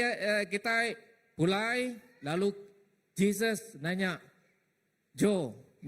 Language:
Iban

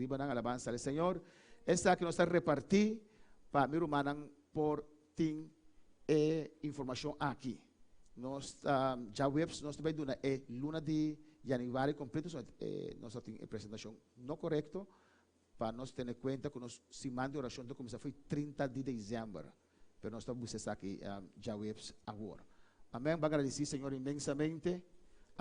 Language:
Papiamento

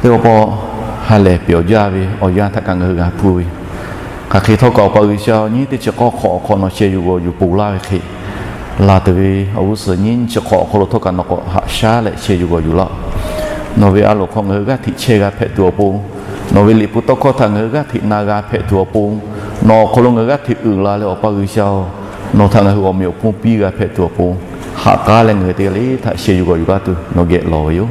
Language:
Lahu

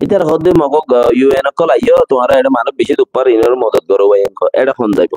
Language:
Rohingya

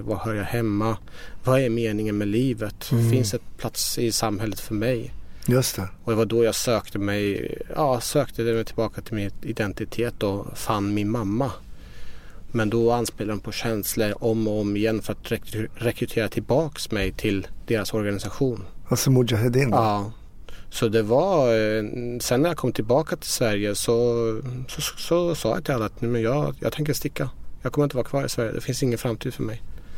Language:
Swedish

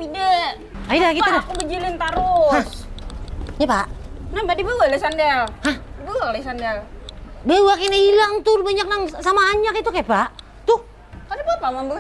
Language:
Banjar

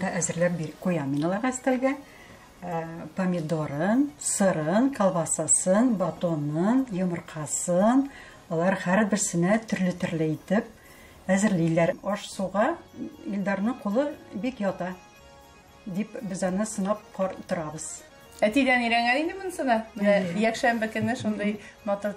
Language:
Tatar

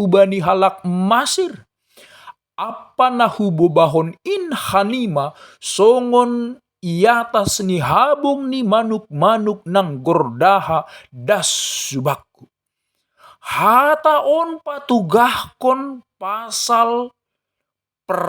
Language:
Batak Simalungun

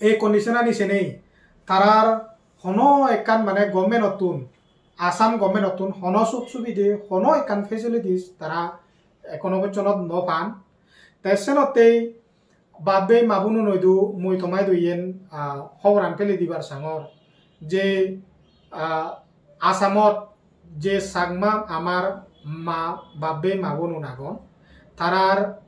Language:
Chakma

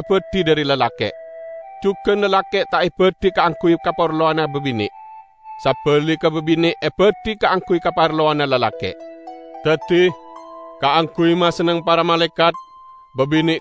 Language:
Madurese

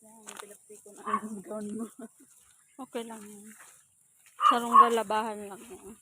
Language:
Bikol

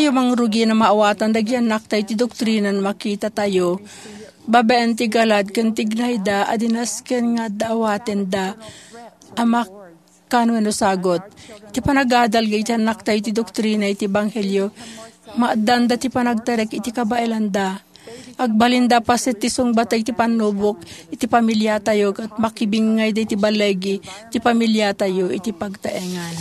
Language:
Iloko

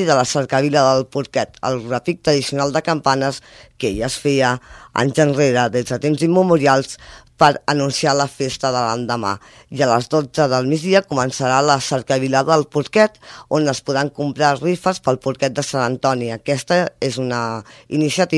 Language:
Catalan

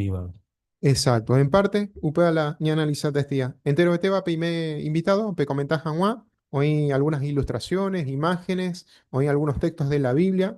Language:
Guarani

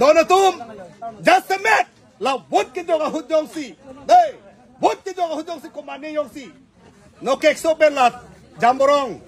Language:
Karbi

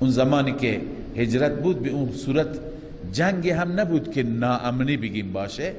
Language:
Persian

